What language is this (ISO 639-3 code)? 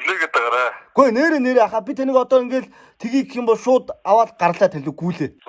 mon